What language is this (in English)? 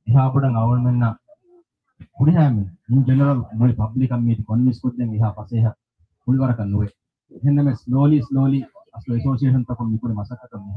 Divehi